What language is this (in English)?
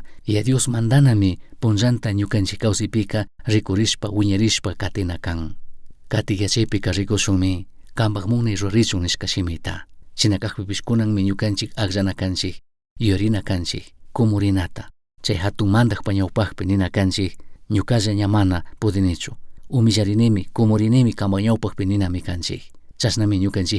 Chimborazo Highland Quichua